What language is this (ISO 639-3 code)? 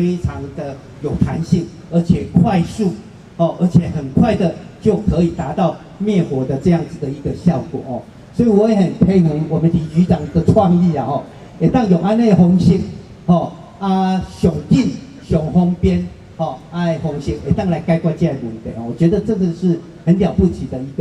nan